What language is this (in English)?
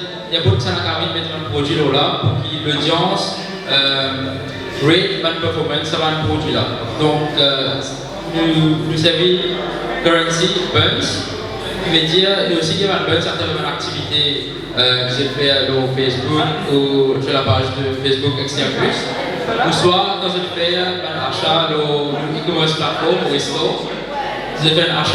Morisyen